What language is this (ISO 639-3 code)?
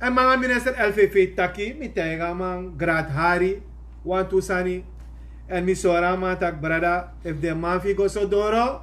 srn